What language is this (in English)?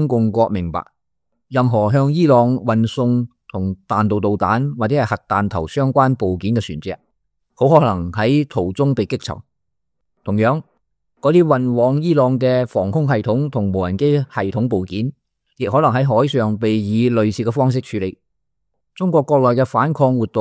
Cantonese